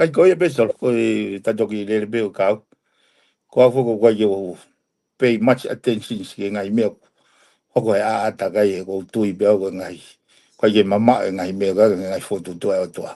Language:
Tongan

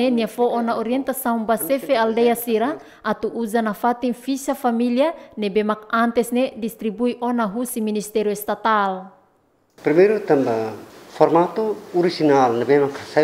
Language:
Tetum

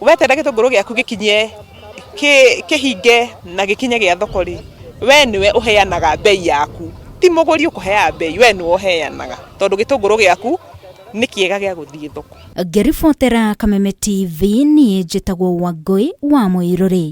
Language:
Kikuyu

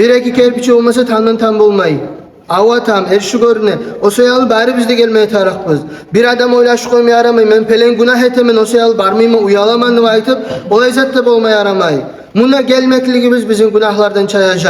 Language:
Kumyk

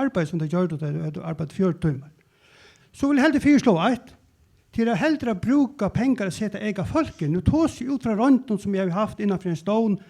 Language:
Faroese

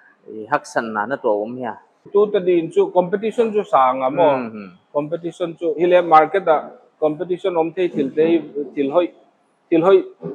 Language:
Paite Chin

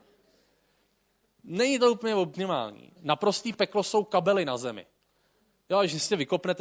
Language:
Czech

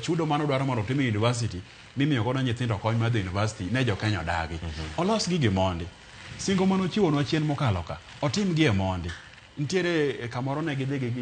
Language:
Luo (Kenya and Tanzania)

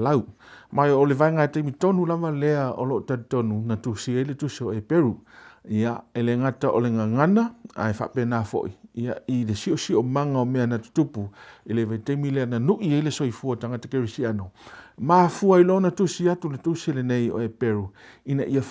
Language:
Samoan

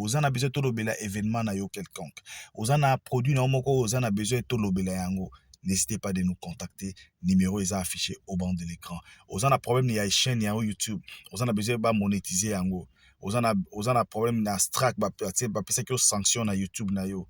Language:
Lingala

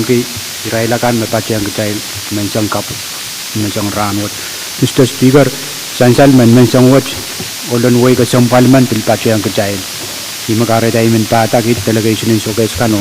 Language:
Pohnpeian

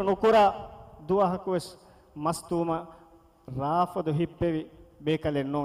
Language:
Divehi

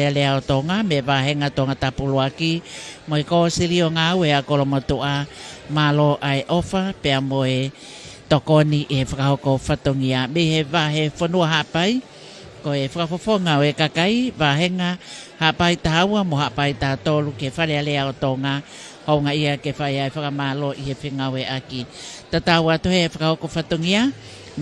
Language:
Tongan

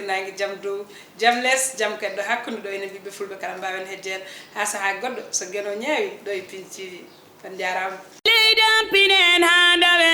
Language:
Fula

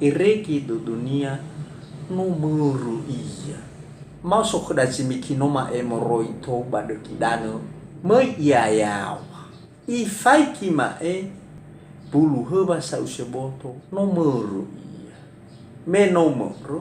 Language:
Nias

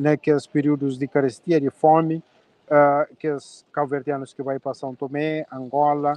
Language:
Kabuverdianu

